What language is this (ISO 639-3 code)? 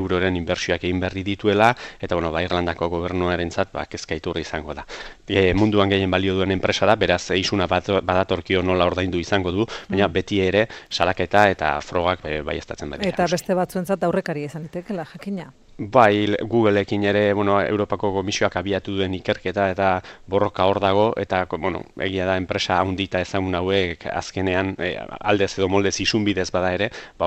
eus